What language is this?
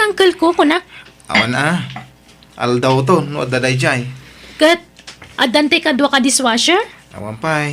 Iloko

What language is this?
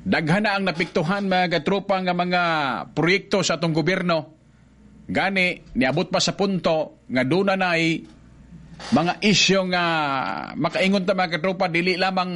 Cebuano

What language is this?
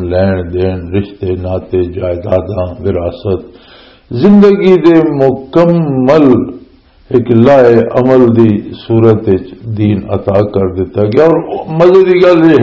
Western Panjabi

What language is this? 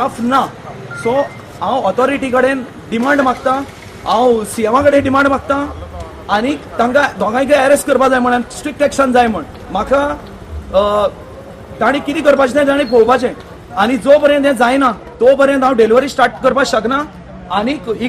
Konkani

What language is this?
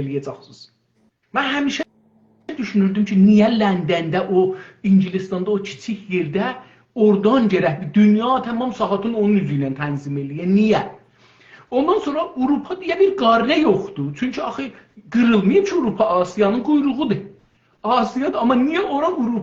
South Azerbaijani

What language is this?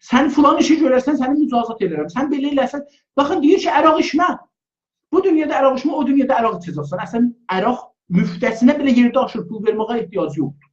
South Azerbaijani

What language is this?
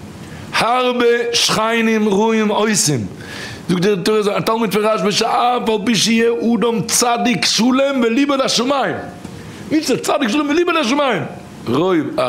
Yiddish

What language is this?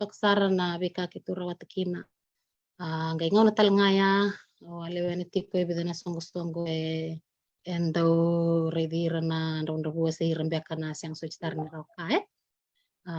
Fijian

